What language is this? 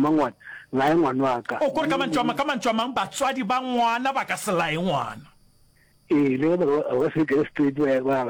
Northern Sotho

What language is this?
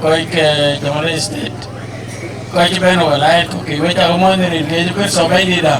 Dinka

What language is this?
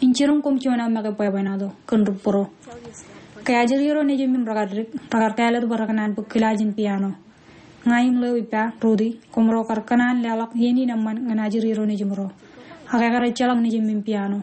Marshallese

